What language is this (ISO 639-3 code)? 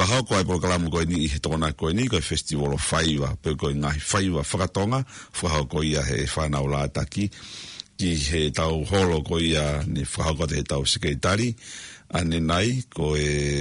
ton